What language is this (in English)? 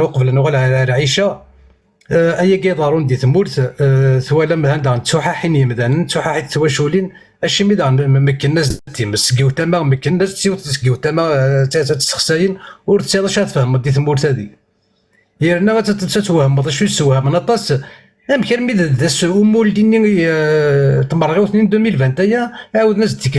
Kabyle